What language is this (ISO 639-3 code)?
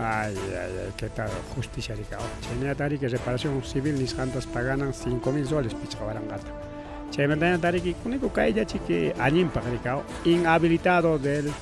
quy